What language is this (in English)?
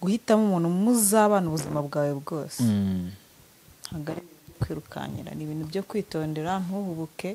Kinyarwanda